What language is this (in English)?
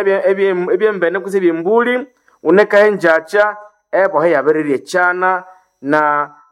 Nande